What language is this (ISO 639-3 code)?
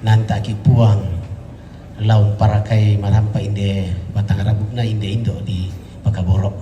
sda